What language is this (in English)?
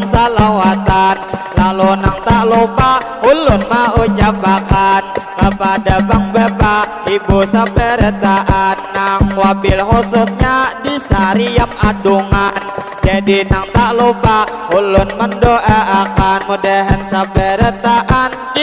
Banjar